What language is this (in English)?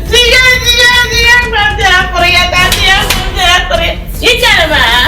Dagbani